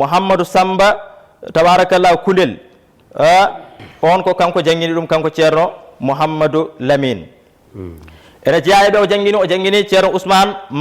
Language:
Fula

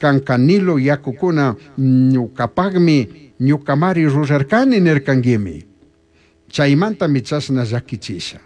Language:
Chimborazo Highland Quichua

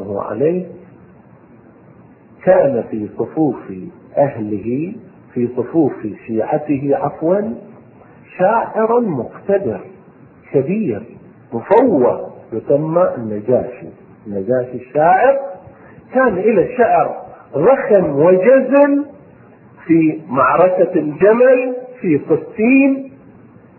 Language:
Arabic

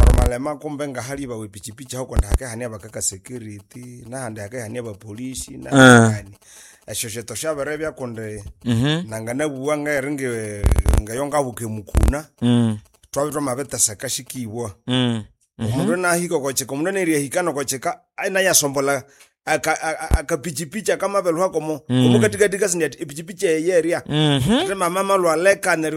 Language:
Nande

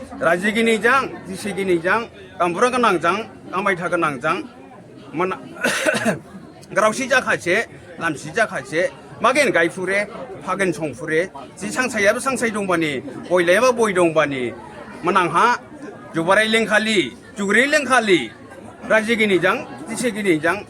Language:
Dimasa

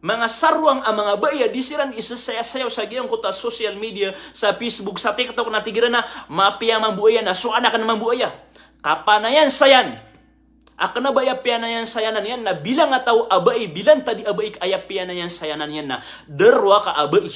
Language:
Maranao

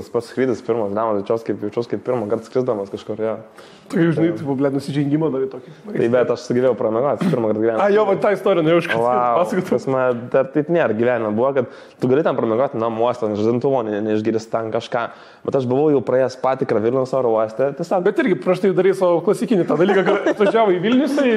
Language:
Lithuanian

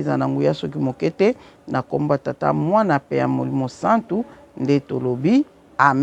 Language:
Lingala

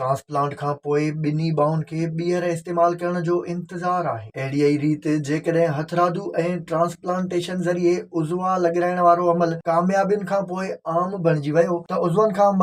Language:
Sindhi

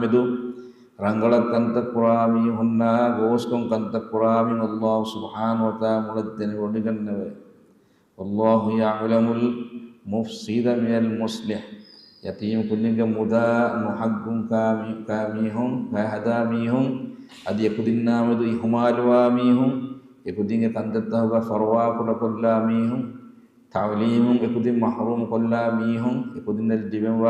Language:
Divehi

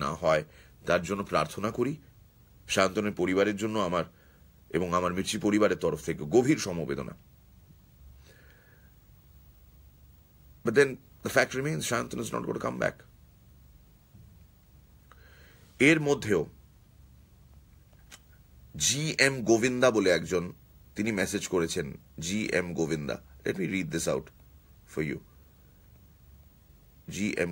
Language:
Bangla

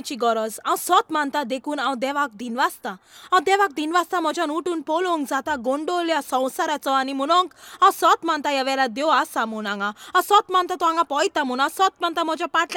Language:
Konkani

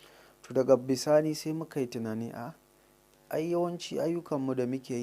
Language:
Hausa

